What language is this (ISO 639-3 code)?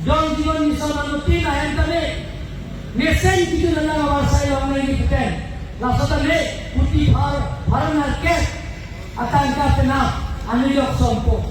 mjw